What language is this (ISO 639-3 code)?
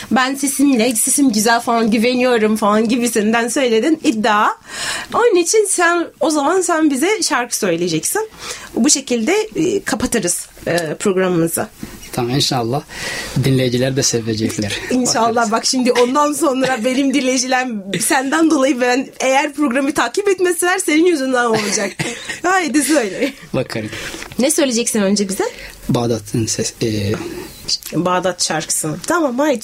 tur